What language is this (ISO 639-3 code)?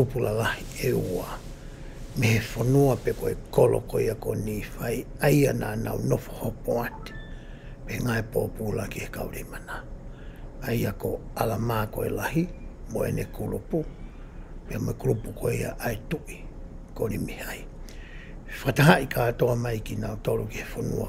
ton